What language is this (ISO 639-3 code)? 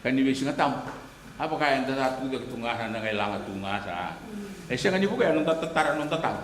fij